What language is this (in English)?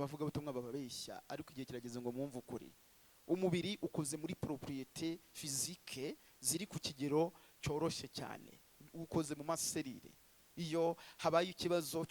Kinyarwanda